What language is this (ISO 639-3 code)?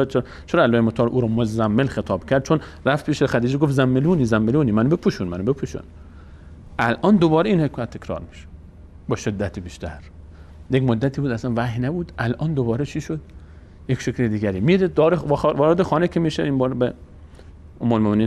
fas